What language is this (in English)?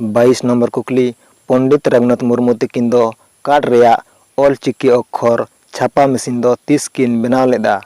Santali